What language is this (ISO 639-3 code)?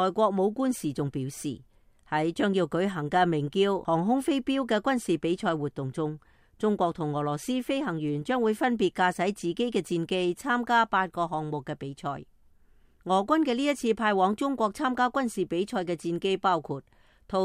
yue